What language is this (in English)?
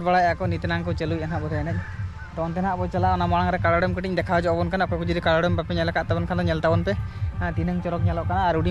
Santali